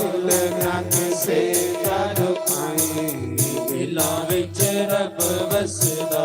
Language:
Dogri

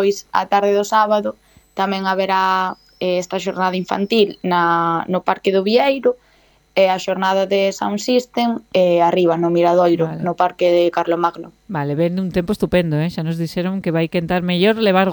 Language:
Galician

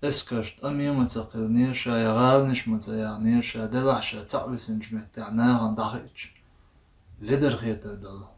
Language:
Chechen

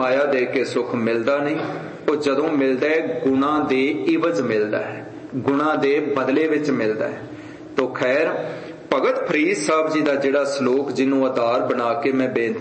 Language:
Punjabi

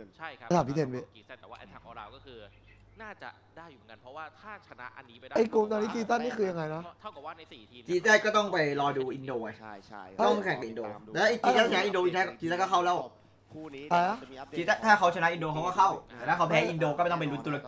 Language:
Thai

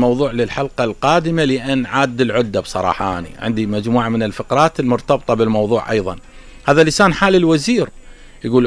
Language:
Mesopotamian Arabic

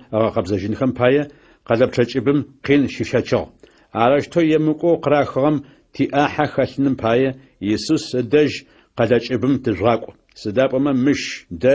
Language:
Adyghe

